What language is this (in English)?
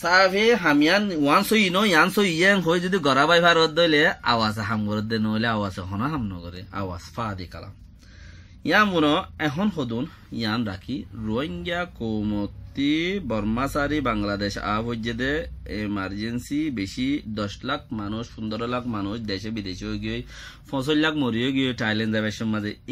Rohingya